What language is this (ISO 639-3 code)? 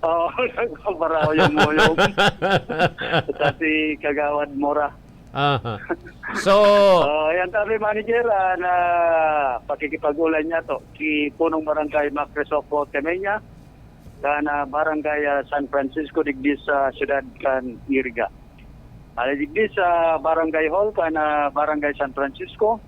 bik